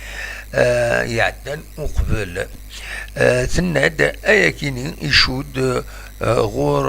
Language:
Kabyle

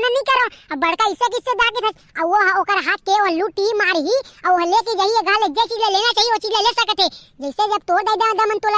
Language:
Chhattisgarhi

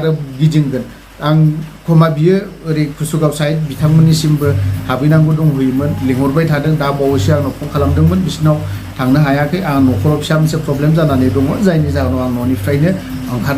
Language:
Bodo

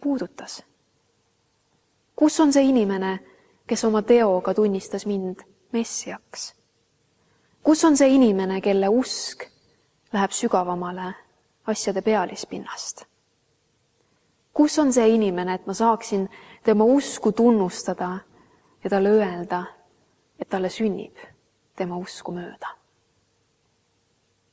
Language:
Estonian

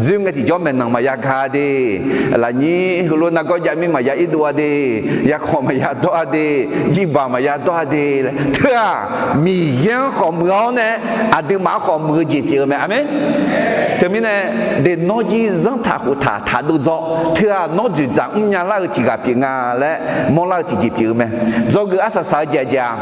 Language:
Akha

